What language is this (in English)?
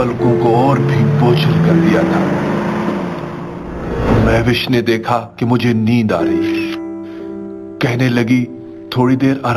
Hindi